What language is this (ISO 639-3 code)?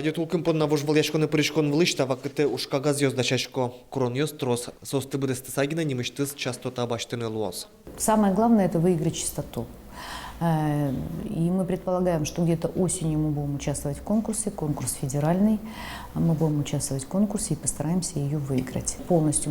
udm